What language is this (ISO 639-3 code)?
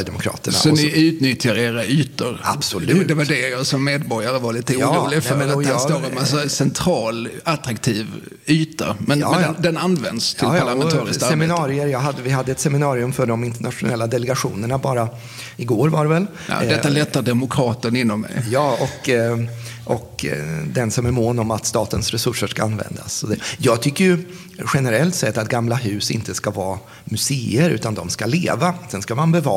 swe